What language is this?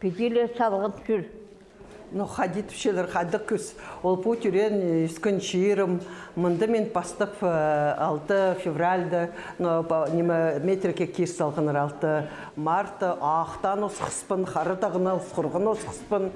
Khakas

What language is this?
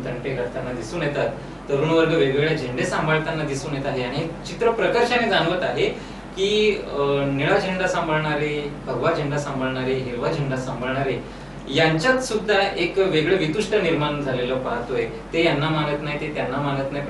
Marathi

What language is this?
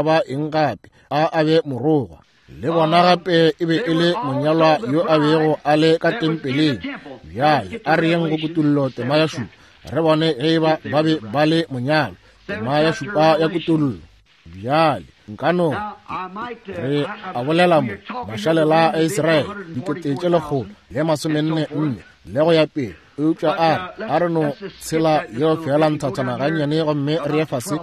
Northern Sotho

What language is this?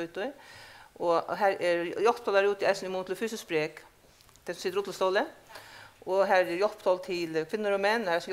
Faroese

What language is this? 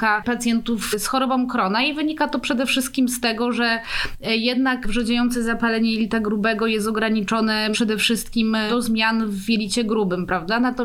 Polish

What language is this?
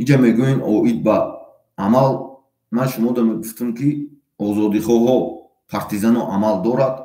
Tajik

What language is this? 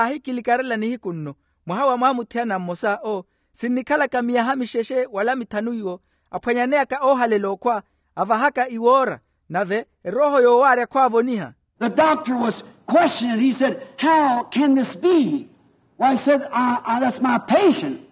Makhuwa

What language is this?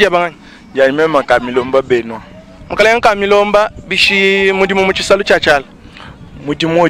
Luba-Lulua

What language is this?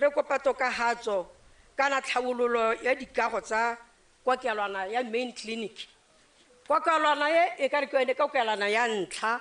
Tswana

